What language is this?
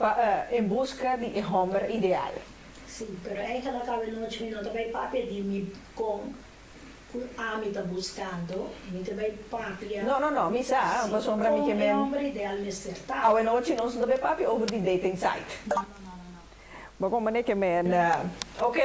Papiamento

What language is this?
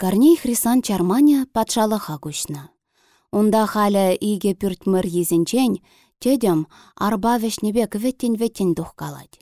Chuvash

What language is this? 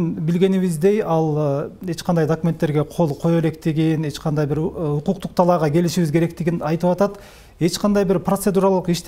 Kyrgyz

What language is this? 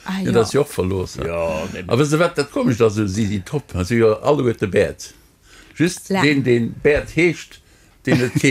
Luxembourgish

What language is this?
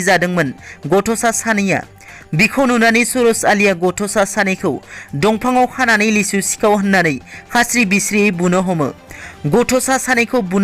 Bodo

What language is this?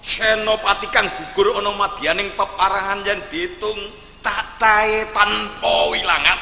Javanese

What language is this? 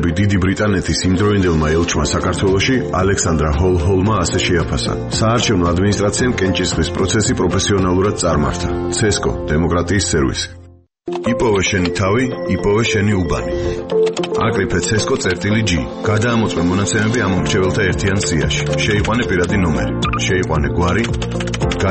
Georgian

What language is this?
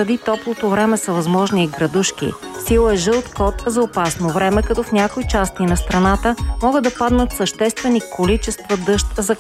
Bulgarian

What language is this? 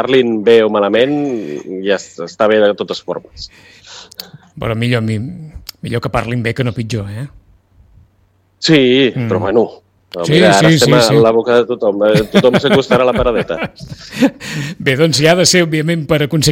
Catalan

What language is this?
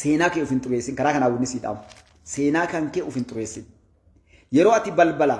Oromo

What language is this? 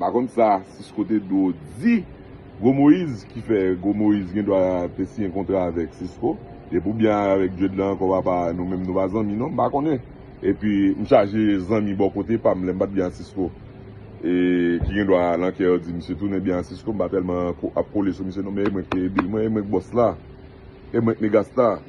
Haitian Creole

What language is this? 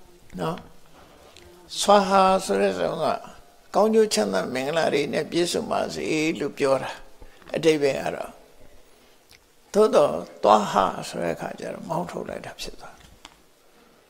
Burmese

